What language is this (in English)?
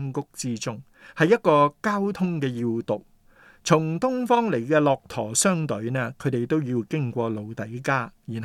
Cantonese